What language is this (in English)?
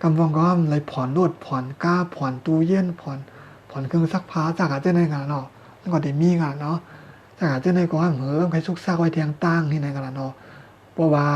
Shan